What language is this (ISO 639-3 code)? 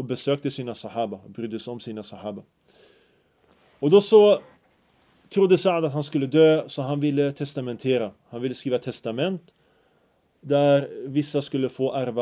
swe